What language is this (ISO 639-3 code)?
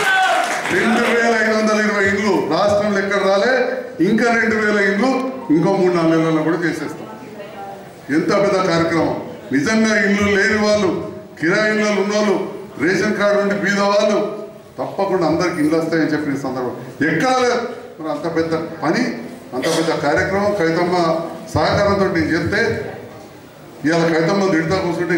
tel